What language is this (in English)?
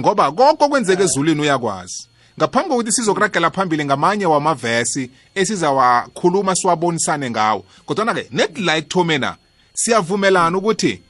South Ndebele